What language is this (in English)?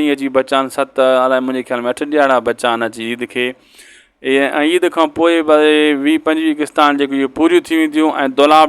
Sindhi